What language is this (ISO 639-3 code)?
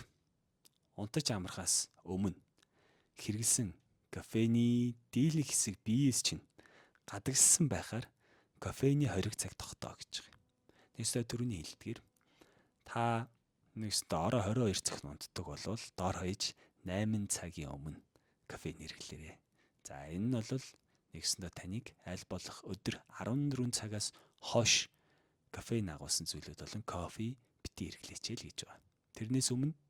mon